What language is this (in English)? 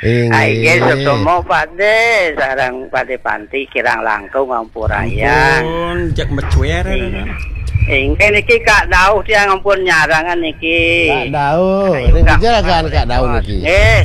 Balinese